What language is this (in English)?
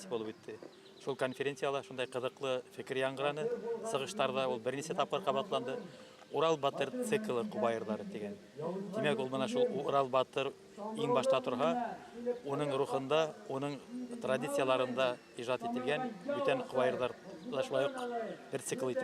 Bashkir